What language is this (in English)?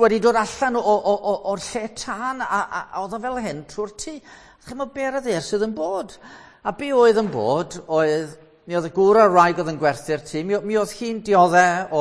Welsh